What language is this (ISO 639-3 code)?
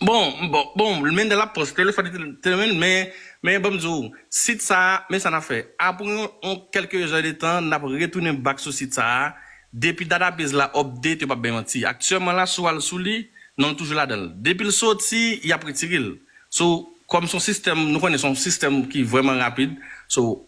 hat